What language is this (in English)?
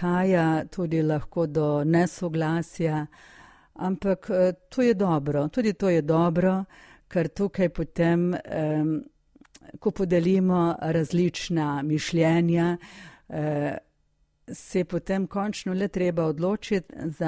Slovenian